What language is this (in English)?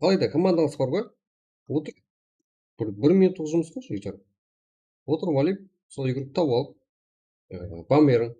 Kara-Kalpak